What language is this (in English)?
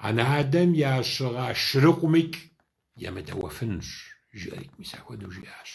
Kabardian